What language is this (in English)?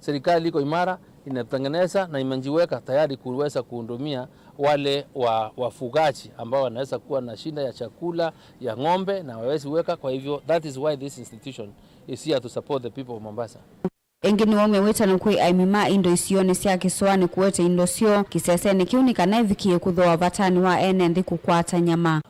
Kamba